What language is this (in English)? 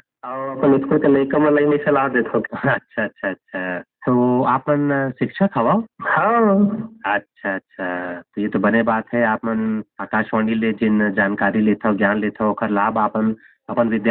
Chhattisgarhi